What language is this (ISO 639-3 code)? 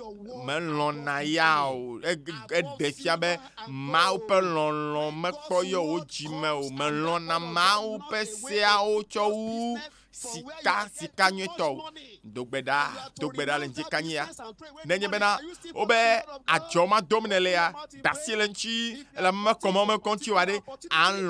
ewe